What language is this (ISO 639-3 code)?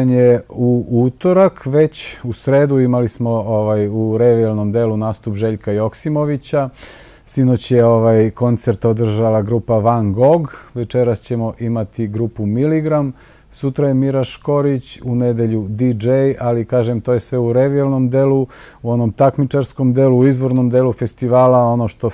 srp